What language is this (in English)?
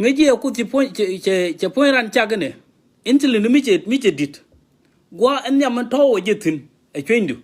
Nuer